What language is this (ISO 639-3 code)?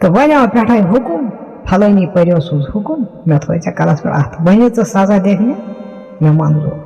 kas